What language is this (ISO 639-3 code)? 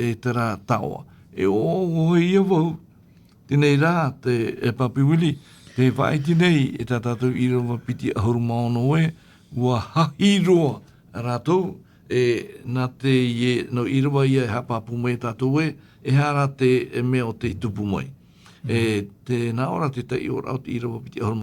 tah